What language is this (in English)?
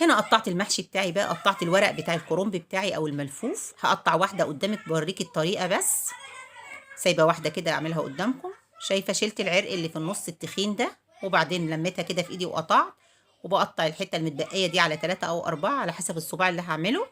Egyptian Arabic